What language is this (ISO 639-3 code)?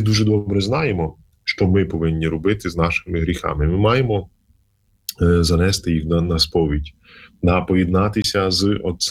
ukr